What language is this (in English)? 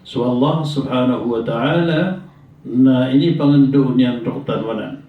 Maranao